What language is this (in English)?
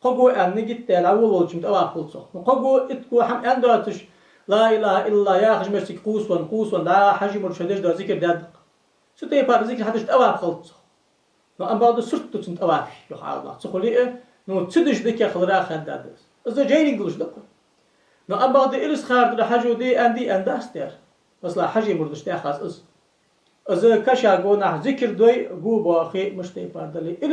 Ingush